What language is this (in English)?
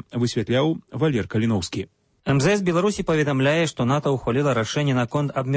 Belarusian